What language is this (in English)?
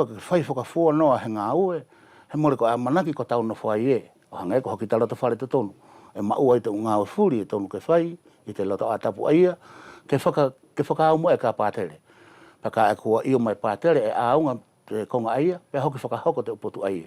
Wallisian